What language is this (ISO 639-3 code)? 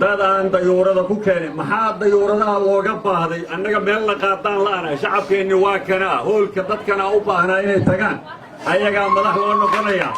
som